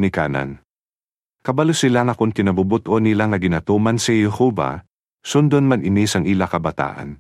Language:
Hiligaynon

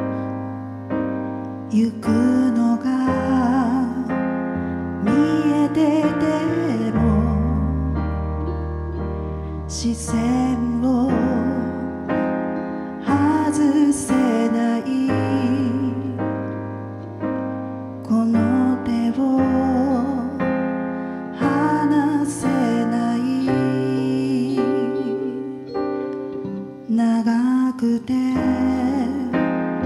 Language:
Japanese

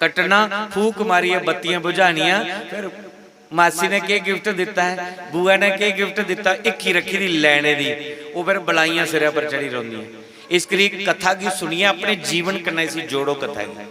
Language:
Dogri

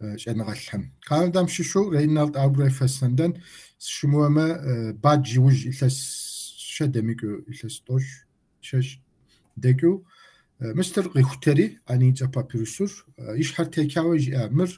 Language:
Kabardian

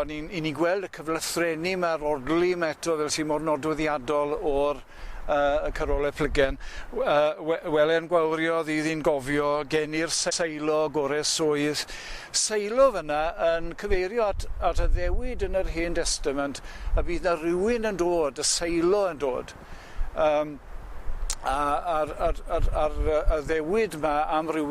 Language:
Welsh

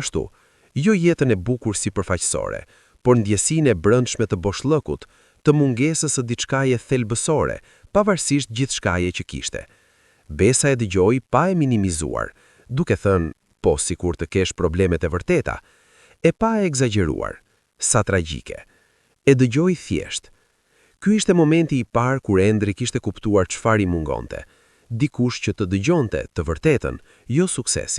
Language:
Albanian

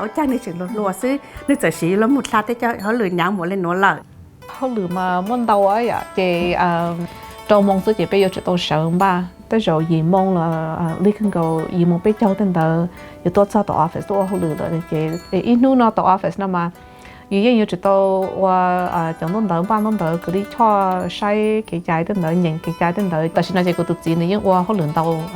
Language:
Hmong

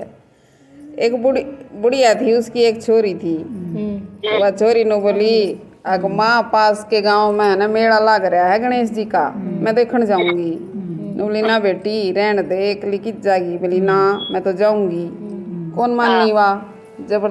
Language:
Haryanvi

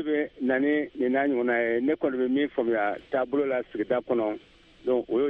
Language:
Bambara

